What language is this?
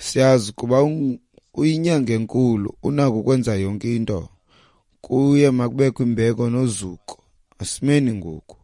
Xhosa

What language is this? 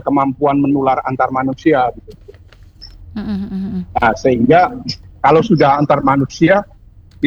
Indonesian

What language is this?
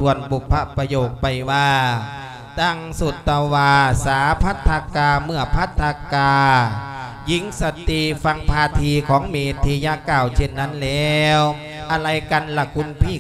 Lao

